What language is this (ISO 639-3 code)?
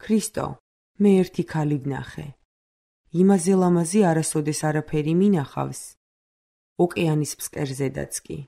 kat